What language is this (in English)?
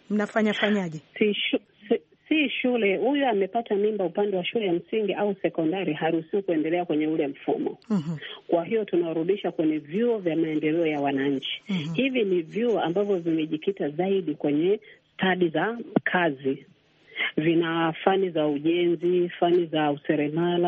Swahili